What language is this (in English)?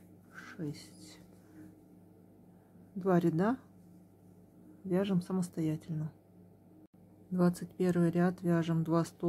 Russian